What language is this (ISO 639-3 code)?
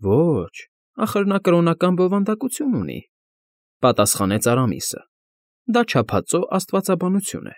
hye